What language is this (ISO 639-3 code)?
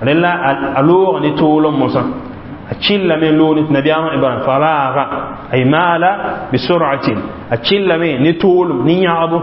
mos